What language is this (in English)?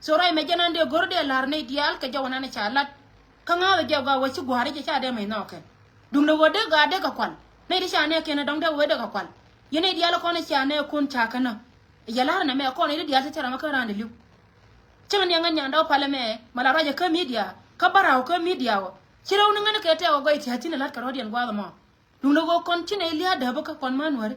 Nuer